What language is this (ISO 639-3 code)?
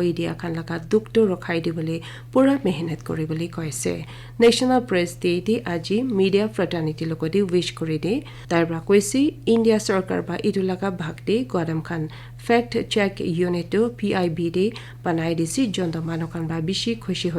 nag